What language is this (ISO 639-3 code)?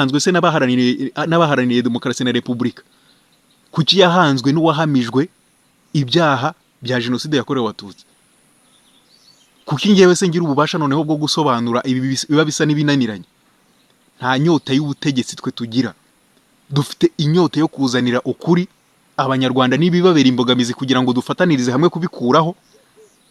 kin